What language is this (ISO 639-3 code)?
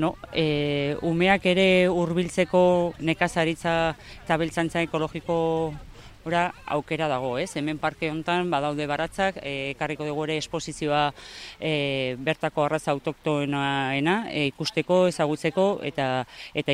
eus